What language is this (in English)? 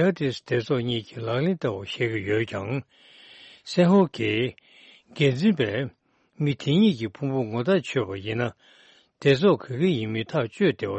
Tibetan